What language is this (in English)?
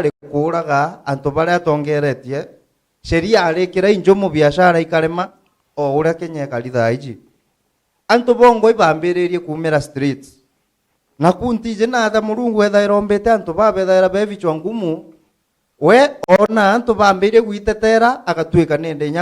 Meru